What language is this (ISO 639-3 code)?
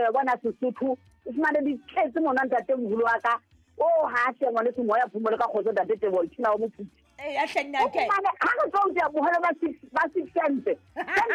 sot